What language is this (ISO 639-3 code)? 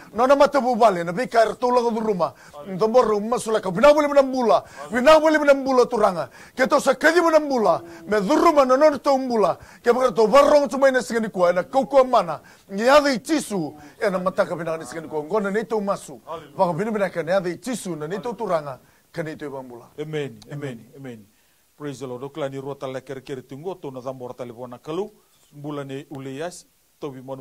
fij